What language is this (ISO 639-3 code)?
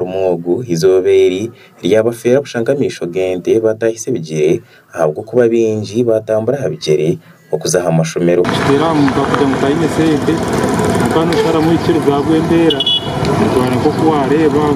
nyn